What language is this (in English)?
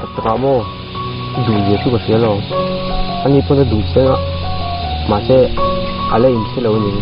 Mizo